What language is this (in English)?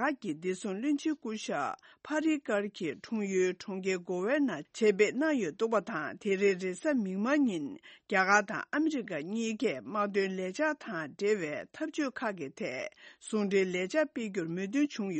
Tibetan